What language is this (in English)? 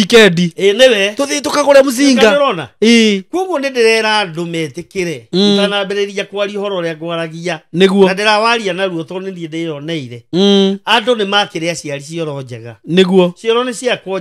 Kikuyu